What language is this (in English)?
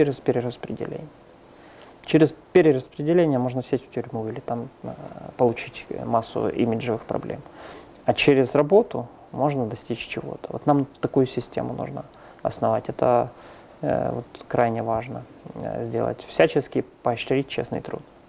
Russian